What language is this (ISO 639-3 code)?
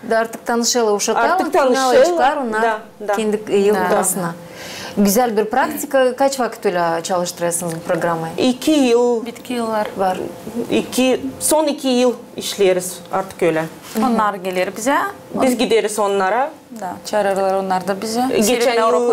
gag